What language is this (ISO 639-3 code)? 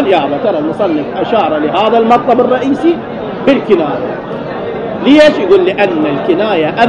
acm